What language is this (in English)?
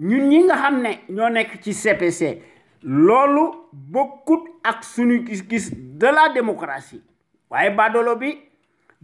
Wolof